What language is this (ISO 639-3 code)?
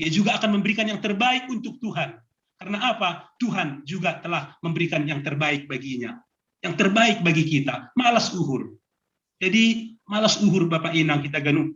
bts